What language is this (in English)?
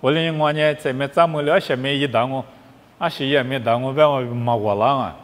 Lisu